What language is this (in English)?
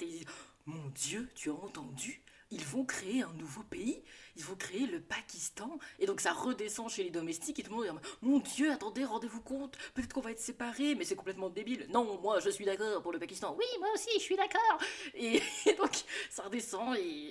French